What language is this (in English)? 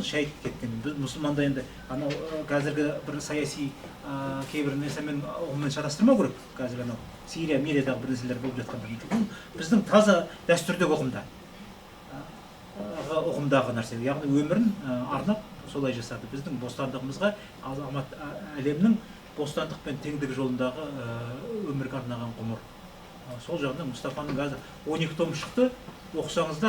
Kazakh